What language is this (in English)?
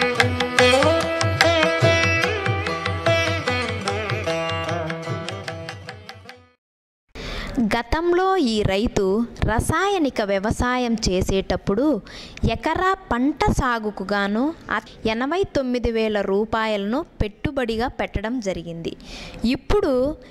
Telugu